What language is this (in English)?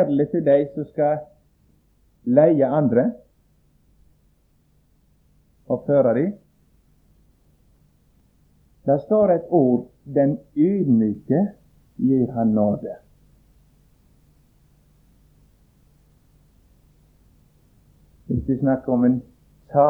Norwegian